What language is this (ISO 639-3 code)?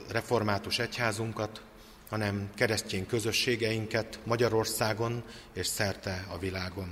hun